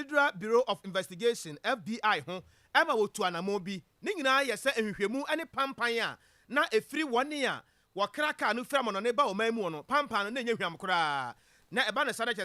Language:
Akan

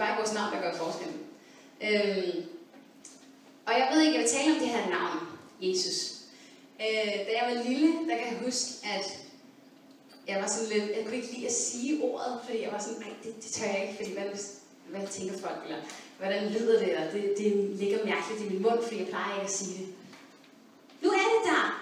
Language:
Danish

